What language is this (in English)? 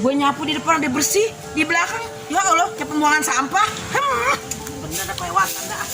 Betawi